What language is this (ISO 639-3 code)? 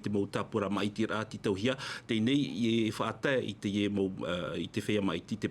tah